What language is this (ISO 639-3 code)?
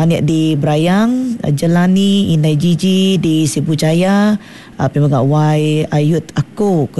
iba